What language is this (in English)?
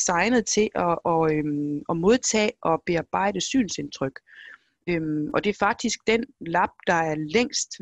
Danish